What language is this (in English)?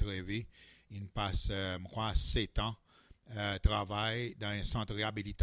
Seselwa Creole French